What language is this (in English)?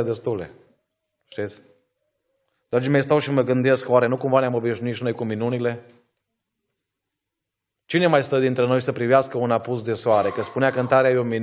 Romanian